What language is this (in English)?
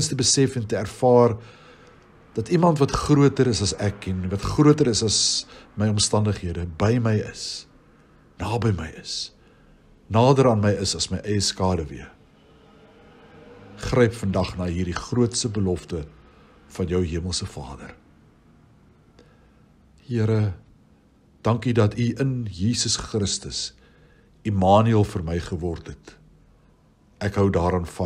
Afrikaans